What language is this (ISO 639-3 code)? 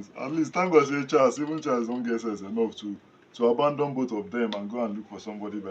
pcm